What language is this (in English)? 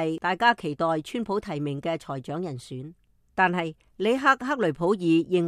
Cantonese